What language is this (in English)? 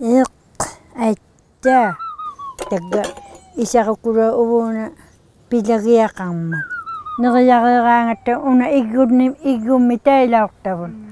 Inuktitut